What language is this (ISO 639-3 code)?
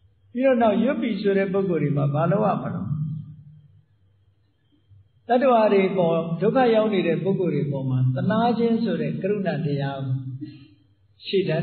mya